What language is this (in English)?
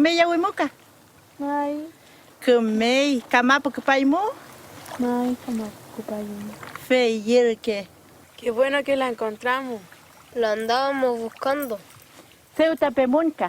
Mapuche